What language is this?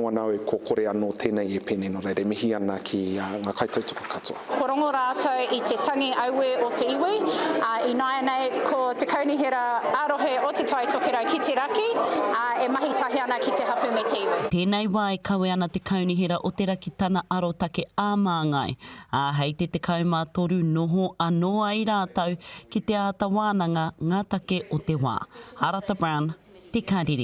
Māori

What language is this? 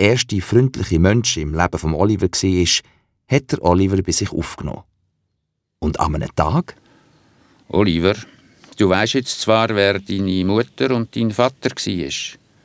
Swiss German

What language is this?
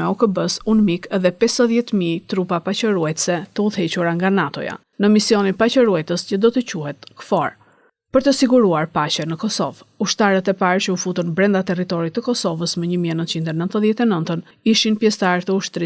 Albanian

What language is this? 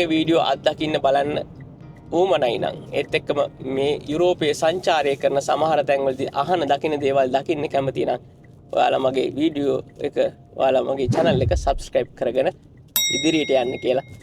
Sinhala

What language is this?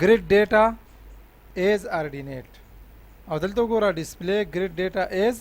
Pashto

